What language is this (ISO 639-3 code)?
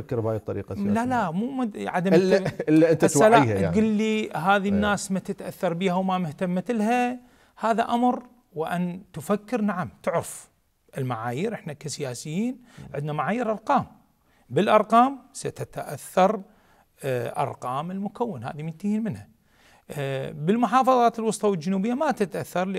acm